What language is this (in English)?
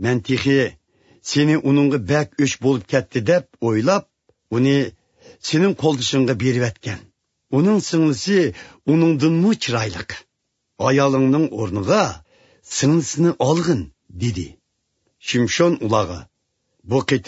Uyghur